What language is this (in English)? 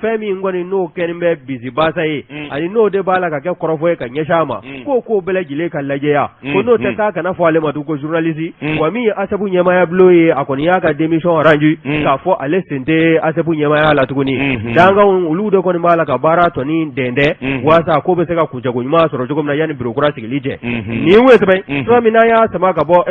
Bambara